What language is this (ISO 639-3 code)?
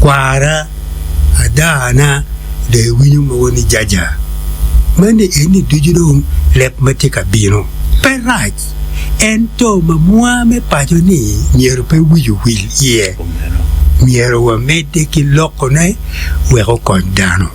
ach